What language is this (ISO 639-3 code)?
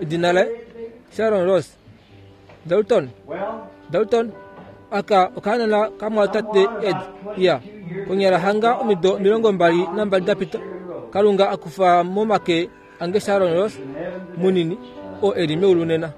kua